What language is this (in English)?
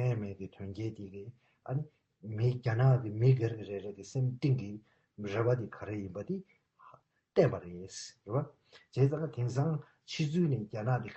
Tibetan